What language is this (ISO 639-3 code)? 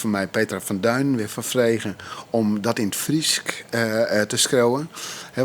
fry